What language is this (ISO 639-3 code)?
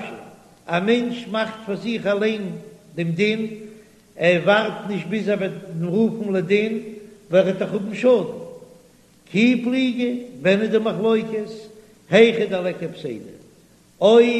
yid